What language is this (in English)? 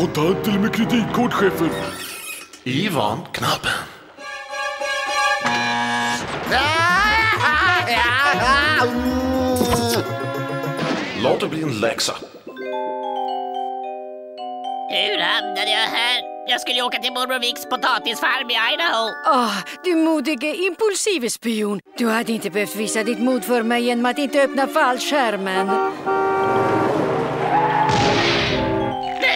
Swedish